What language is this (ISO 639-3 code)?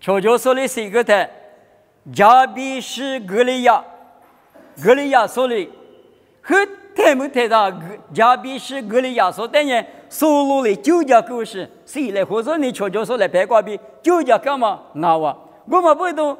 lis